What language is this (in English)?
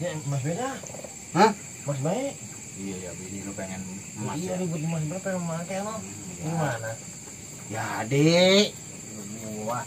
Betawi